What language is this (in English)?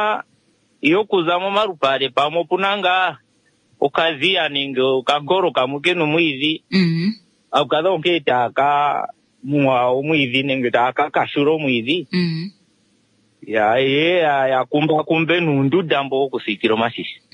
Kuanyama